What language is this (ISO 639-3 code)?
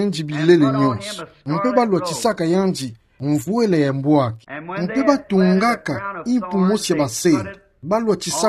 ktu